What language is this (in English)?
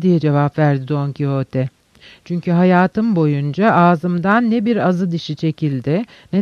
Turkish